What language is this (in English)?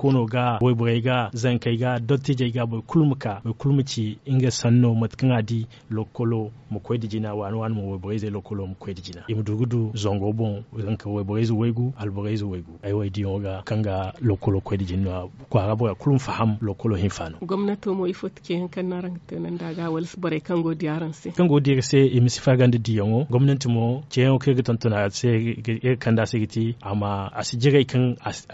Zarma